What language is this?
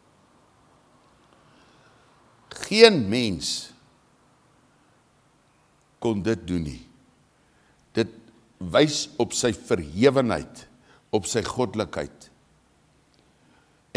Afrikaans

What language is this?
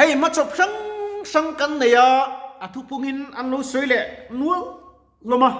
Mizo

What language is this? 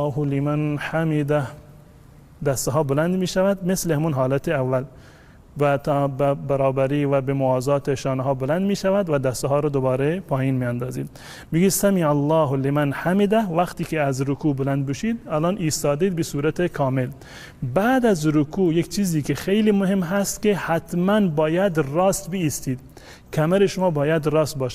Tajik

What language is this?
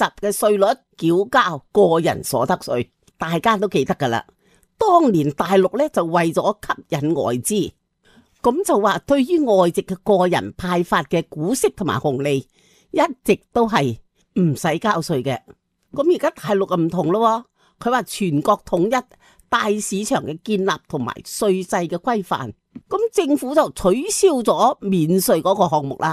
Cantonese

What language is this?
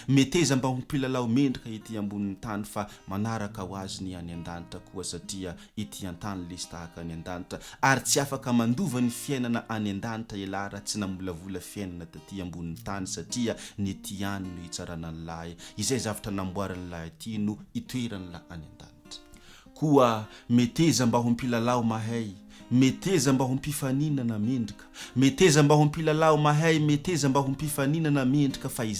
Malagasy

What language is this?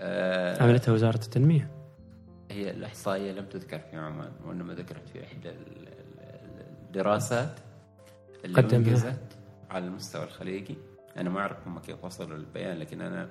Gulf Arabic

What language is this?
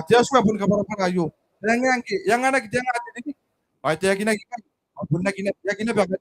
Gilbertese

